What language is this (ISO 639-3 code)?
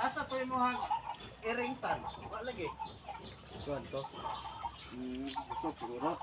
ceb